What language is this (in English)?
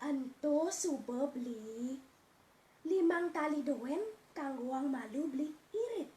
Balinese